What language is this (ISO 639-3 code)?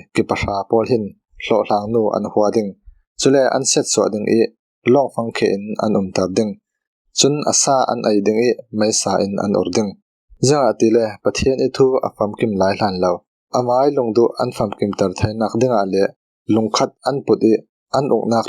cfm